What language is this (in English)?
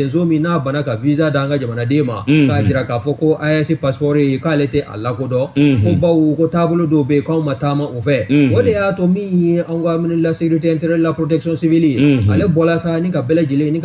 Bambara